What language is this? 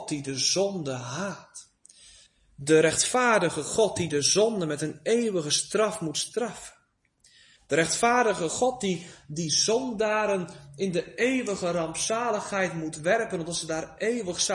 Dutch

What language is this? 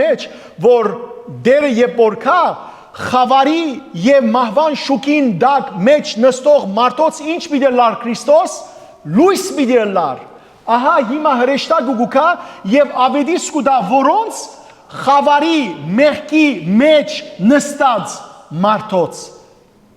Western Armenian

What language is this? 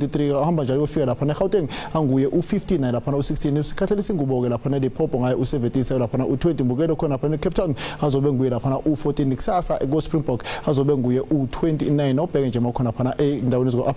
Zulu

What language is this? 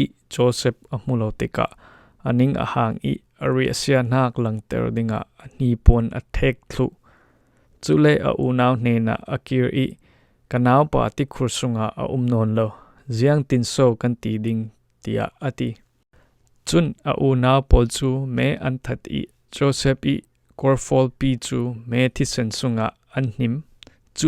Falam Chin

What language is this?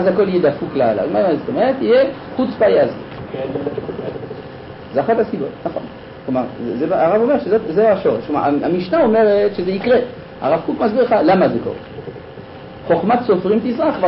Hebrew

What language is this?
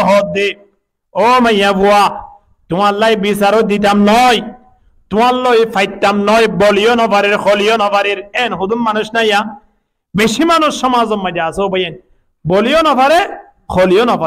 Rohingya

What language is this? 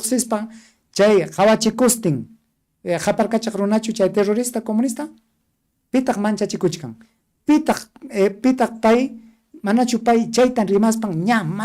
Ayacucho Quechua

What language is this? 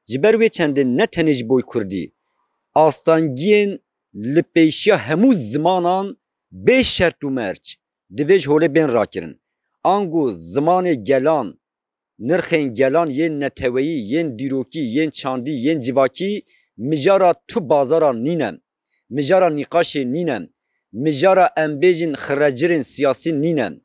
Kurdish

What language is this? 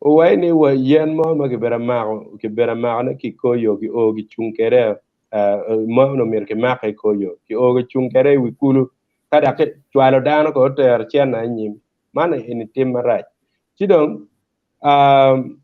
Acoli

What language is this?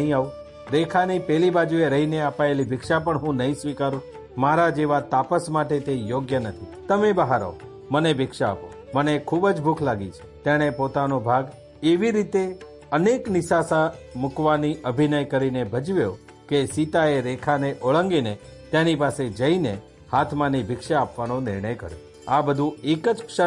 Gujarati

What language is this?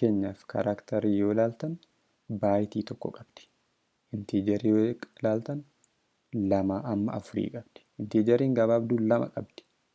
Oromo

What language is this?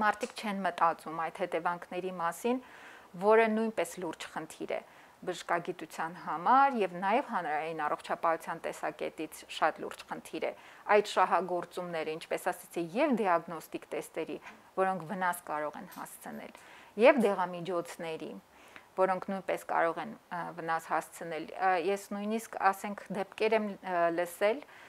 Armenian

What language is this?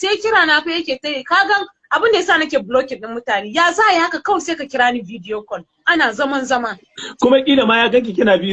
Hausa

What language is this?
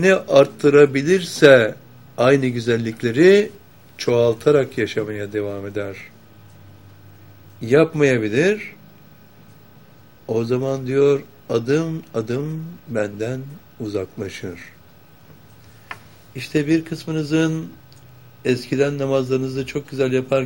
Turkish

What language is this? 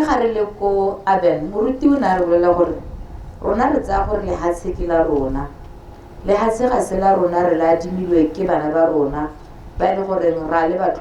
Tswana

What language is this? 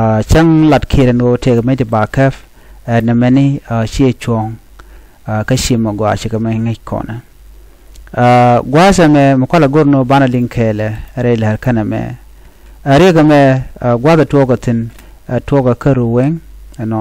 Nuer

